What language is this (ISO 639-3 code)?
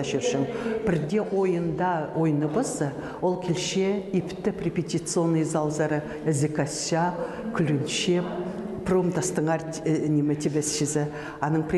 kjh